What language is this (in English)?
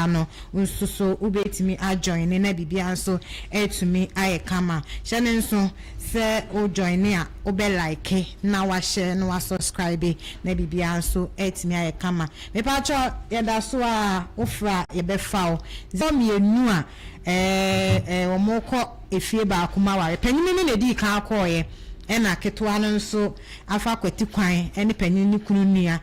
Akan